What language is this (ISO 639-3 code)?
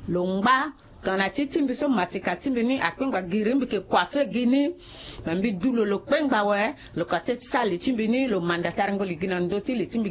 sag